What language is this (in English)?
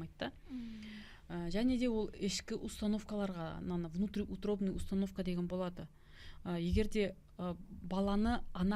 Kazakh